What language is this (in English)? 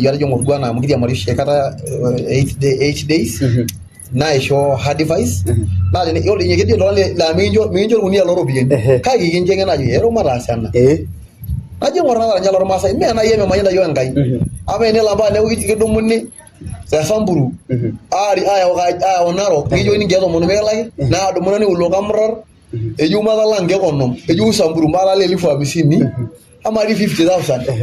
Masai